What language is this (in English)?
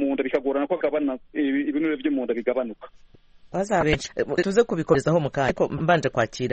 Kinyarwanda